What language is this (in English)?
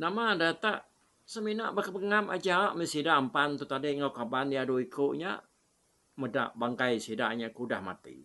Iban